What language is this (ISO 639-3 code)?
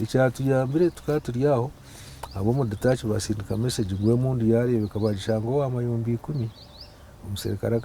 nyn